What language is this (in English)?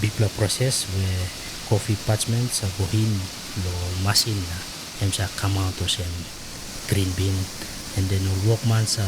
Tok Pisin